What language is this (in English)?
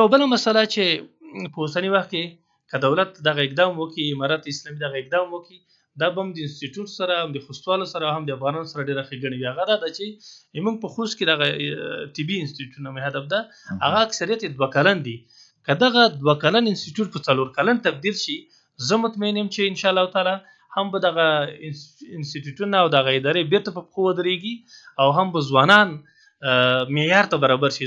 Pashto